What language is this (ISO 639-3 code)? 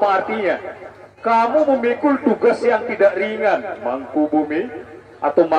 sas